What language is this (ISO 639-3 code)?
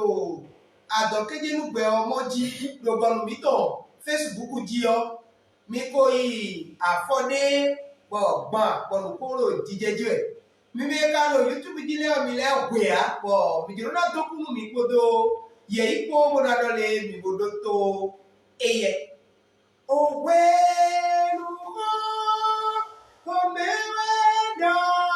fon